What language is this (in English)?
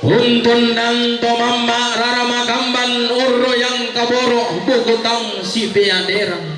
Toraja-Sa'dan